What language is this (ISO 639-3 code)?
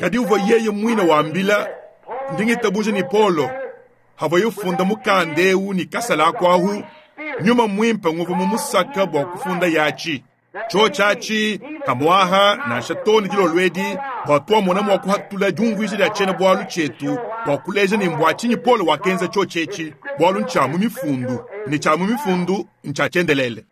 lua